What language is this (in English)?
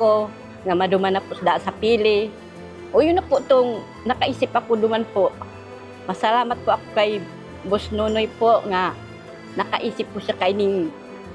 Bikol